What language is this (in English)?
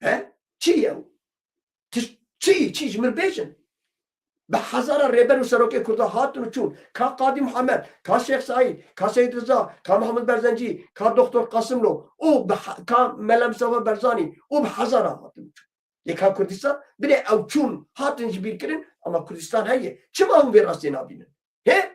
Kurdish